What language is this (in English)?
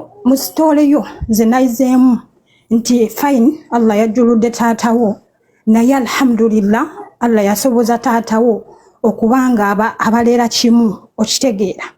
Ganda